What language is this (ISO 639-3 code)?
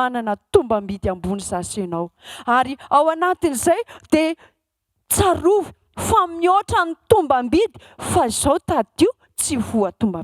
mlg